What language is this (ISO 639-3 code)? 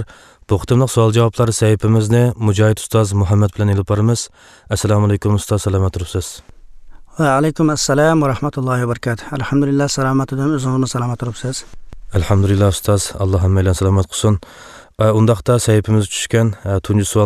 uig